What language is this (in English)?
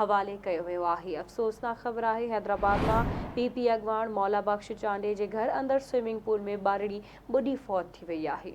Sindhi